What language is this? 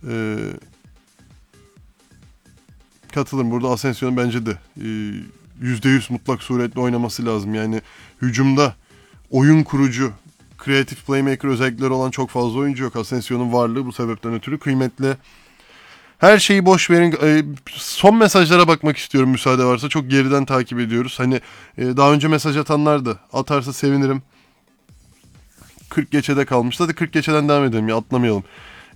Turkish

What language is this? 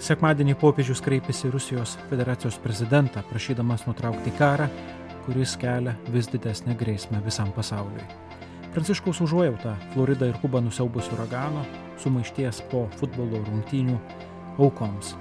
Lithuanian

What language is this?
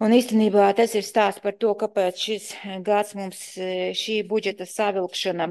Latvian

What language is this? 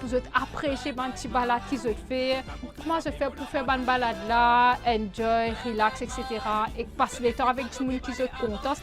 Morisyen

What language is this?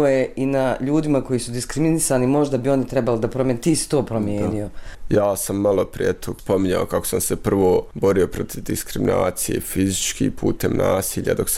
Bosnian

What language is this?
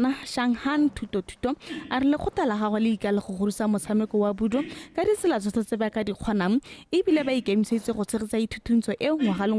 Tswana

